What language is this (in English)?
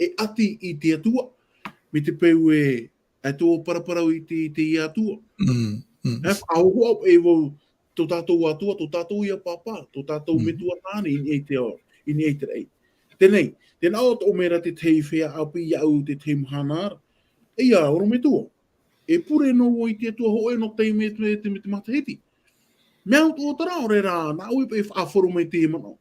Tahitian